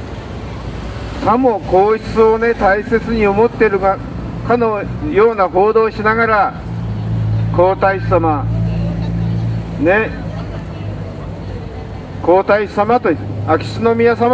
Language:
Japanese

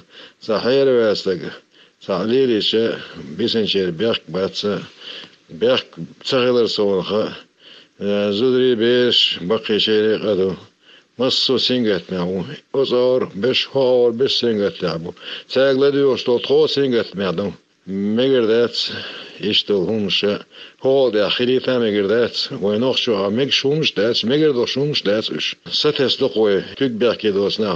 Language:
Chechen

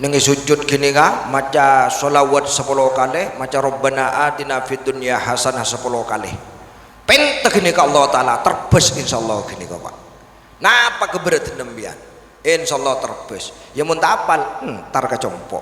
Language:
Madurese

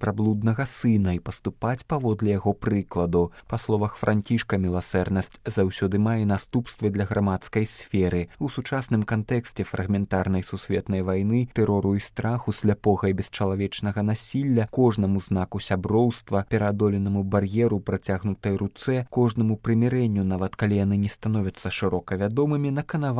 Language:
Belarusian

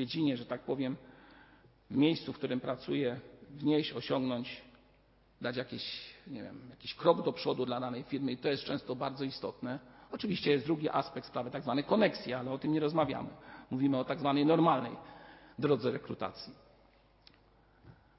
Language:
Polish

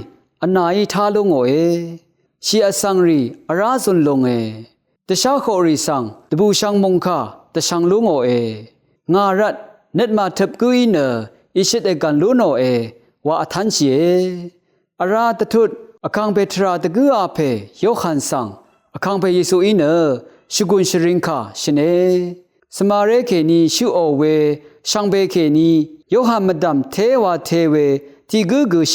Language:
Rawang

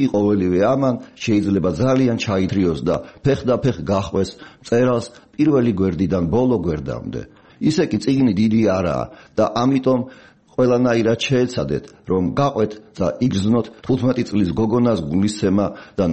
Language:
Georgian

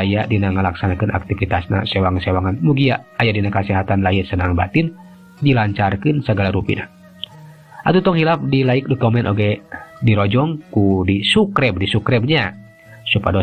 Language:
Sundanese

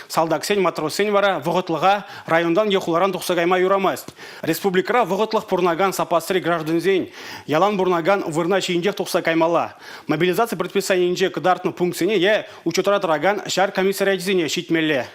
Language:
Chuvash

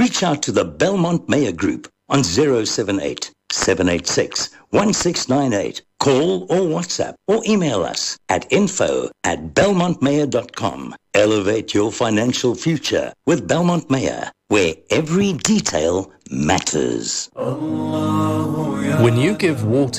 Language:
English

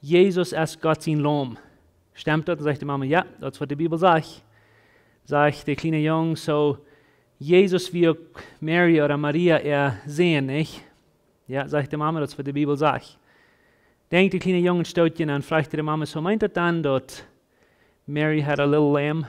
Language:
Plautdietsch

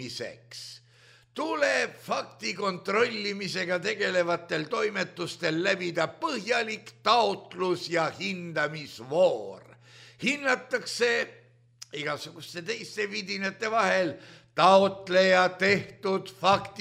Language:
Estonian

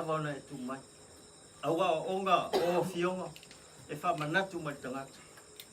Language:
Samoan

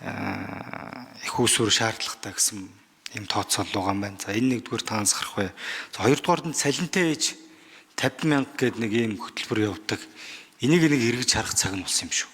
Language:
Mongolian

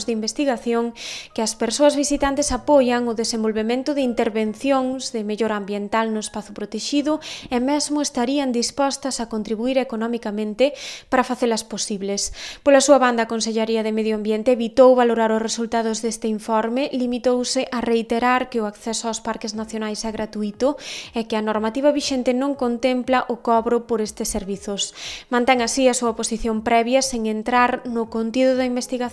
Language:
Galician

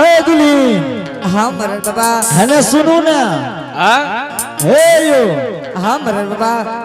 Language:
Angika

